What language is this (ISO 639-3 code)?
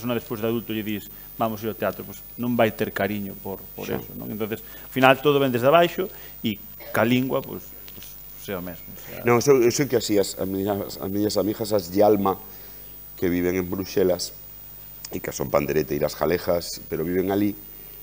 glg